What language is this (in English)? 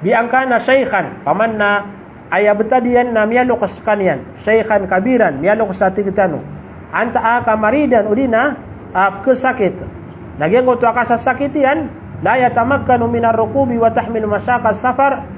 Maranao